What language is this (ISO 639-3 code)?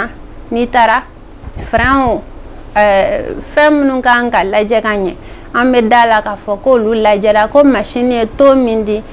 bam